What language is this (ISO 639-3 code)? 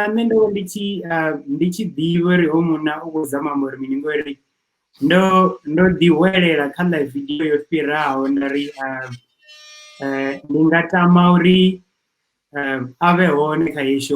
ven